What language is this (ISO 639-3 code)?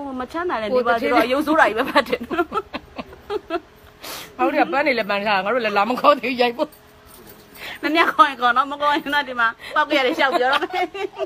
mya